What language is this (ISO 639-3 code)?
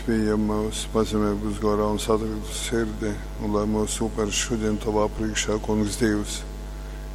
ltg